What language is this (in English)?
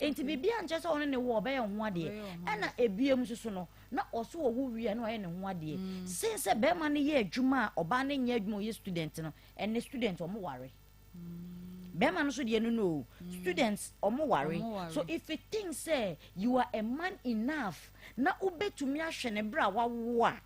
Akan